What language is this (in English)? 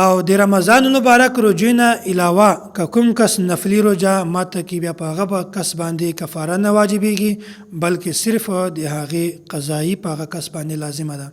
Pashto